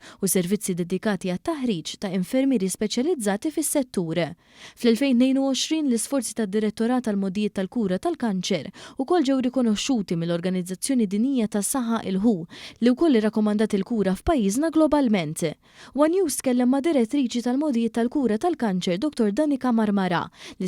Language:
Maltese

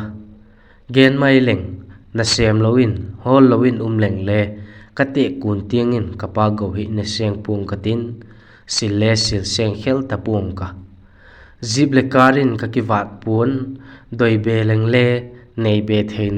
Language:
Vaiphei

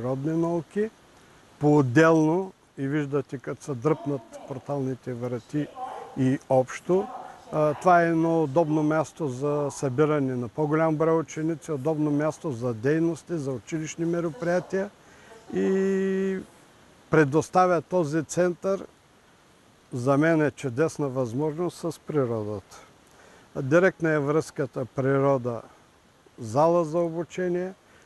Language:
Bulgarian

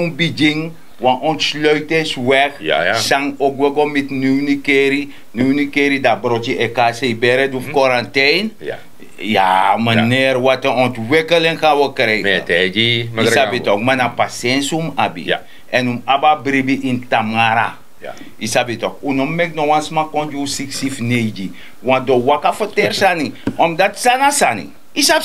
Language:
Sranan Tongo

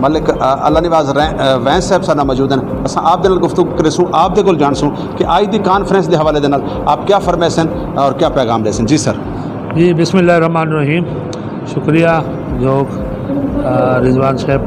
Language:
Saraiki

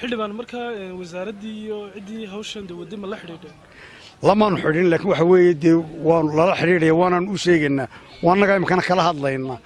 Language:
Somali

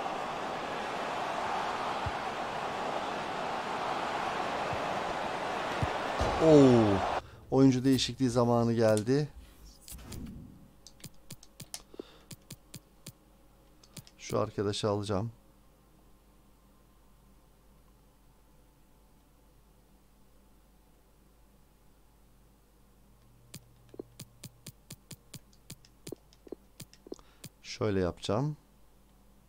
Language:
Turkish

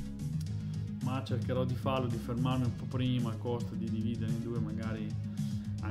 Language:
Italian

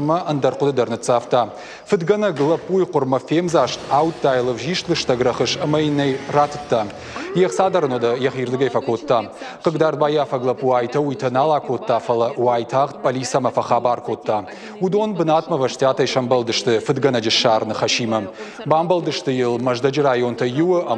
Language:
Ossetic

